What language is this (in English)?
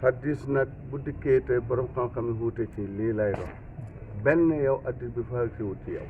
Wolof